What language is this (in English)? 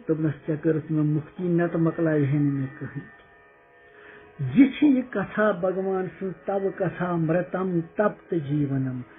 Kashmiri